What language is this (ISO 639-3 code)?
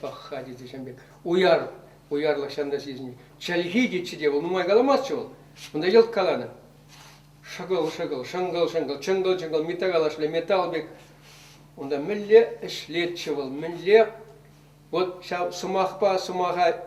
chv